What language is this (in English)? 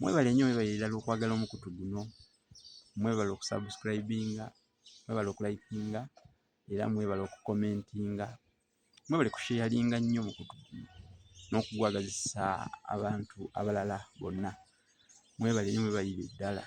Ganda